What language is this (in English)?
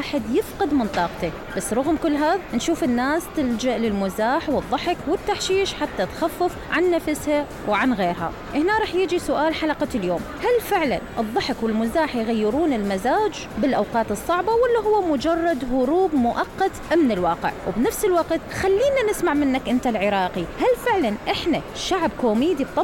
Mesopotamian Arabic